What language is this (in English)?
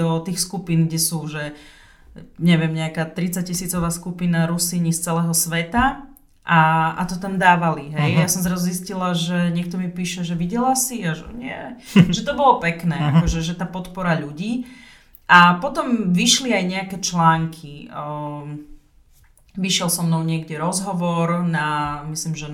Slovak